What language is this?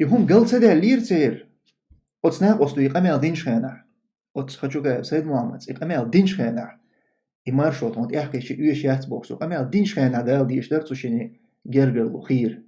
Chechen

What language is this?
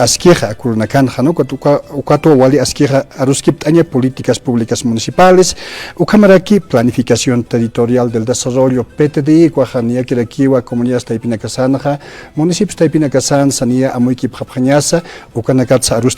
Aymara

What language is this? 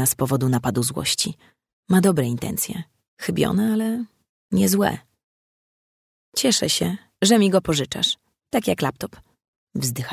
Polish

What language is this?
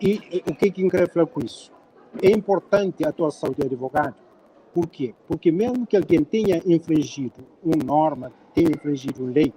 Kabuverdianu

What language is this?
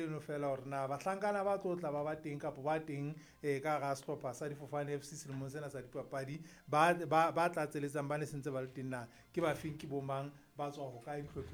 Southern Sotho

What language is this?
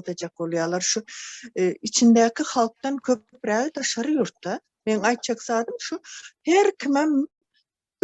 Turkmen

